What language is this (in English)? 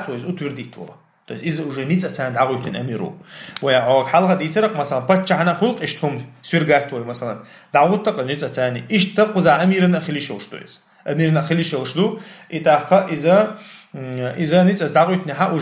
Chechen